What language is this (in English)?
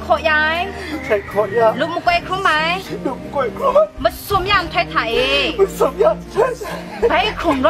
Thai